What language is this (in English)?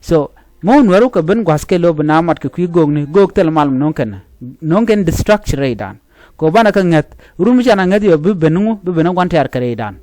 Nuer